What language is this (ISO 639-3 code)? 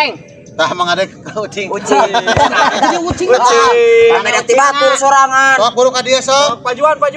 sun